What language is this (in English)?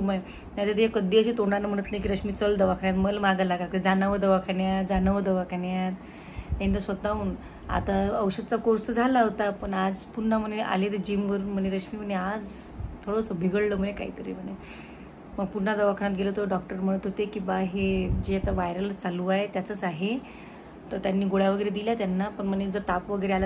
Marathi